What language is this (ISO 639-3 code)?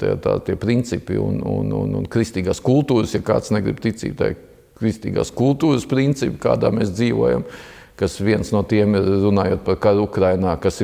lav